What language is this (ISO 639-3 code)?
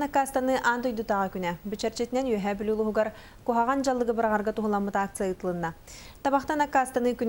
sah